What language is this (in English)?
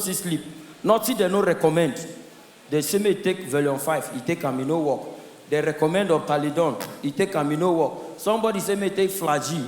Nigerian Pidgin